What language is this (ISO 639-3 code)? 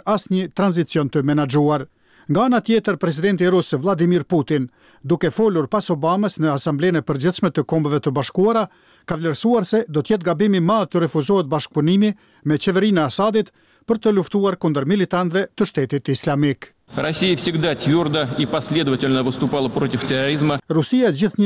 sqi